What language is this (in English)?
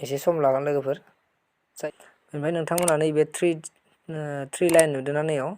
Bodo